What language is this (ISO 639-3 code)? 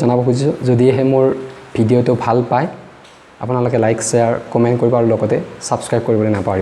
asm